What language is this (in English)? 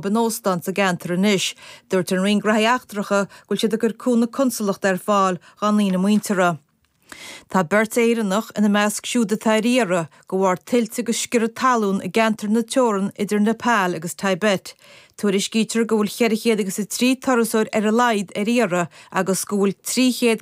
Irish